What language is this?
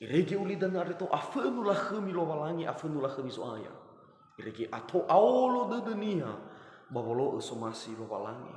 Nias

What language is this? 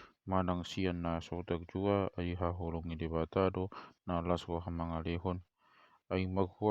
Batak Toba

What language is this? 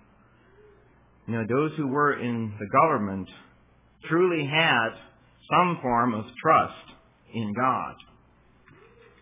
English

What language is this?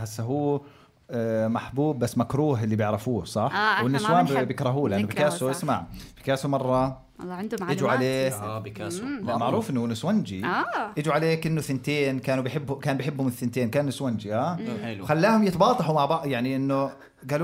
North Levantine Arabic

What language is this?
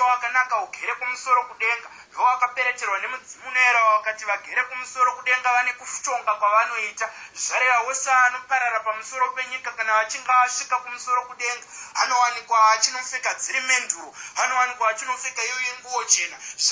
Shona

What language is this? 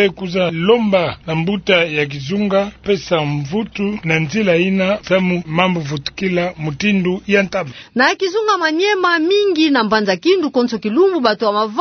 Kituba (Democratic Republic of Congo)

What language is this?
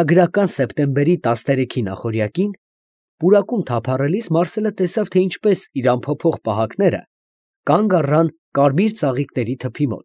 Armenian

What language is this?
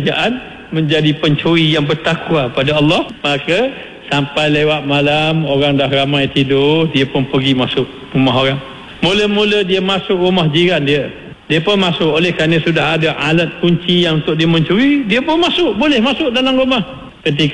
Malay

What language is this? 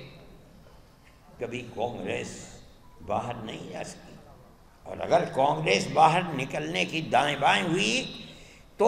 Urdu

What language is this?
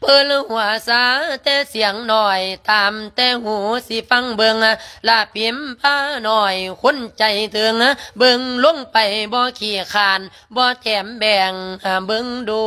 Lao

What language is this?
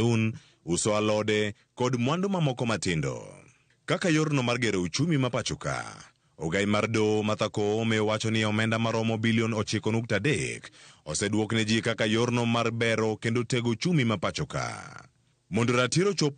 Luo (Kenya and Tanzania)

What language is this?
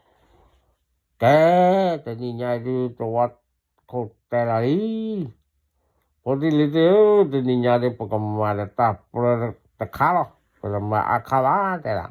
S'gaw Karen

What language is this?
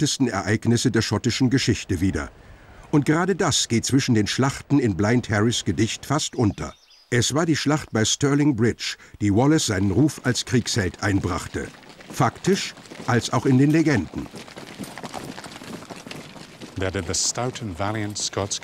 German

